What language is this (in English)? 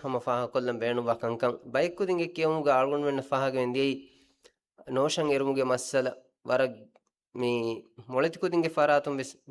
Divehi